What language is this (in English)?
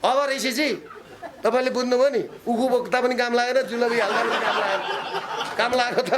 Nepali